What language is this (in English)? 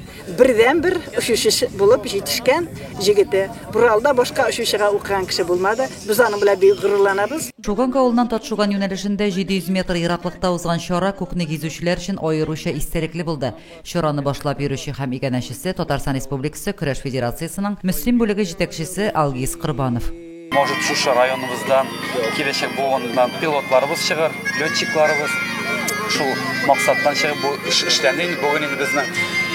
Tatar